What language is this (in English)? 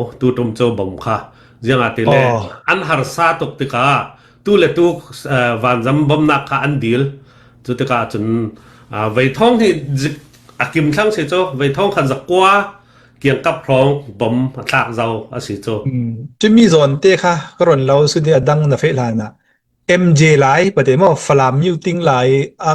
Falam Chin